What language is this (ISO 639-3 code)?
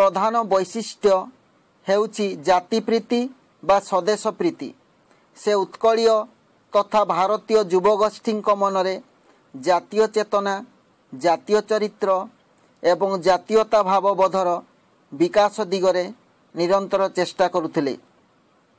ori